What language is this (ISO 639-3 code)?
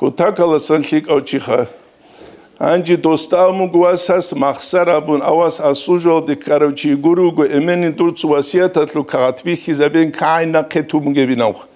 ava